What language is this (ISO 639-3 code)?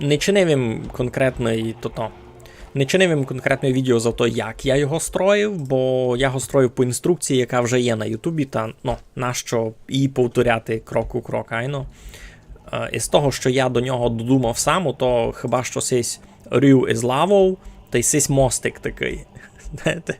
rue